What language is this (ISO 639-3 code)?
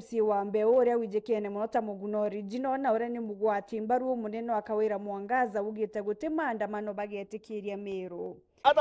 mer